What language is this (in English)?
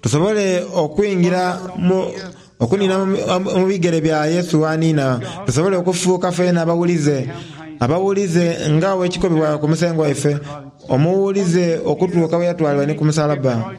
Soga